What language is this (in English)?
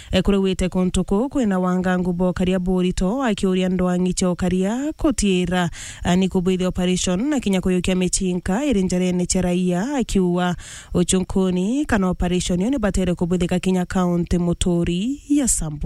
Meru